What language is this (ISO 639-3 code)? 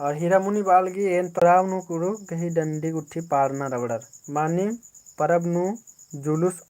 kru